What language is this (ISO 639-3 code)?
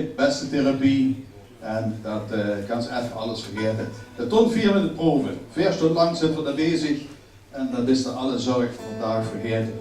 lim